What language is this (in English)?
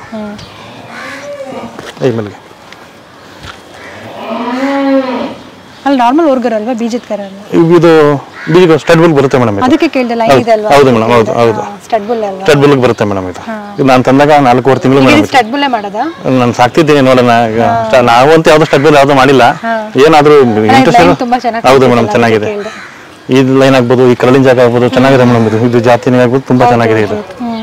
Kannada